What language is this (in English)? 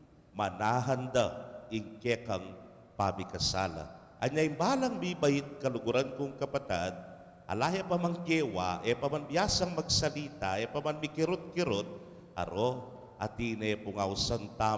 Pampanga